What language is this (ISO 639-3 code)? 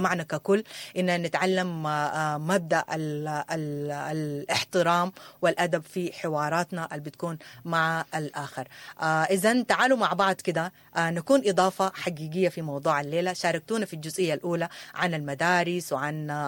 apd